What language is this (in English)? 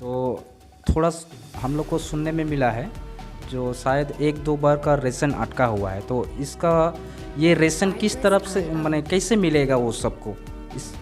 Sadri